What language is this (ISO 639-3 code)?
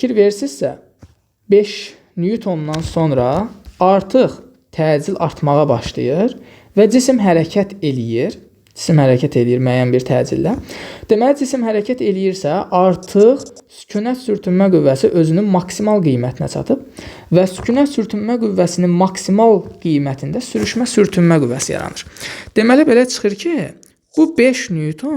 aze